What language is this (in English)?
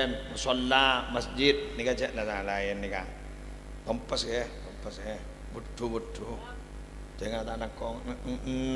Madurese